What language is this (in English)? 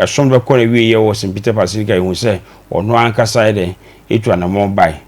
Akan